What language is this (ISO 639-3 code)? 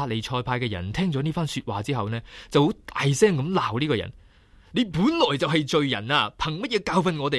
yue